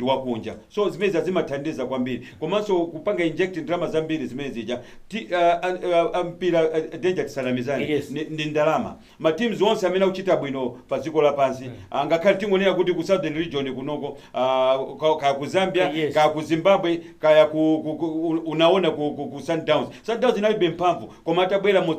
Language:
Nyanja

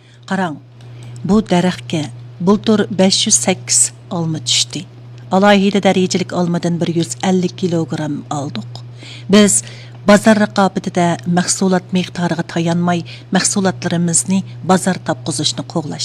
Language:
Uyghur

